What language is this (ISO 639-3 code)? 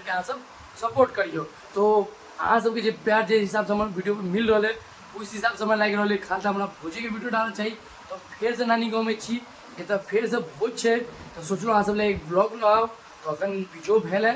mai